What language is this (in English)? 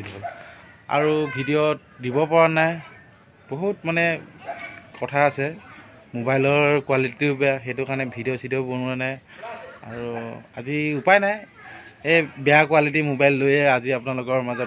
Assamese